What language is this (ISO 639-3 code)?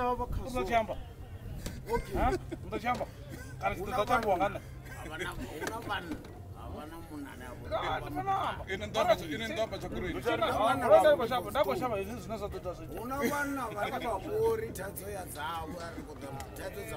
ven